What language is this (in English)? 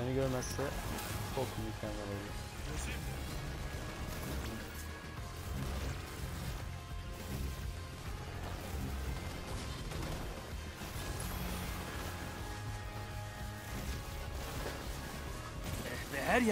Turkish